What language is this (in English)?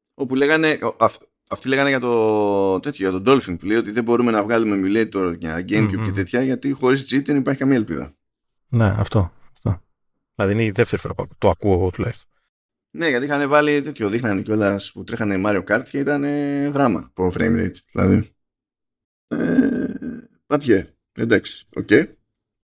Greek